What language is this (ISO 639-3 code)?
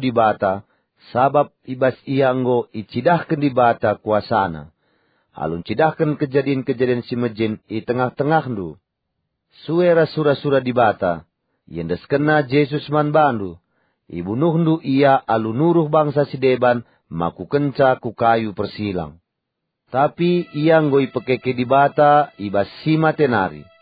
btx